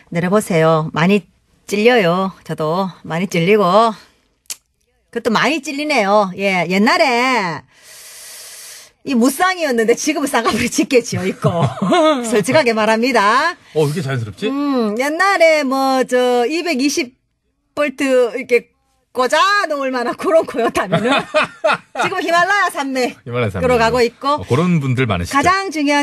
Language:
Korean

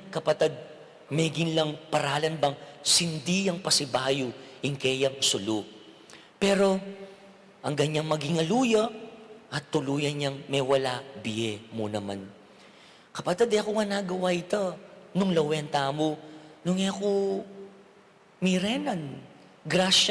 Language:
Pampanga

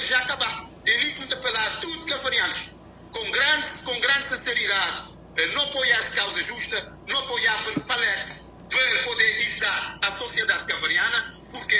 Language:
Kabuverdianu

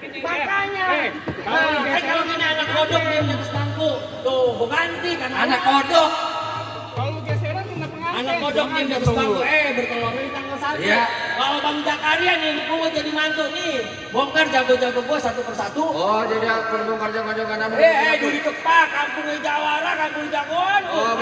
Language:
Betawi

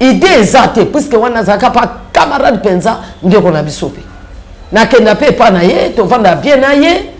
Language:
Lingala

